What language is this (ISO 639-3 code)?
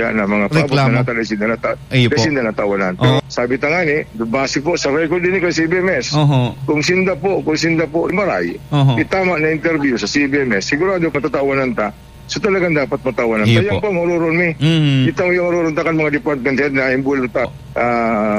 bik